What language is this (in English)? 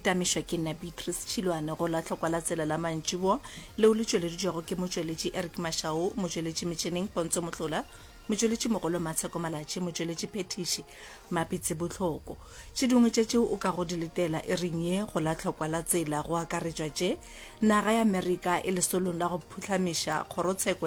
Northern Sotho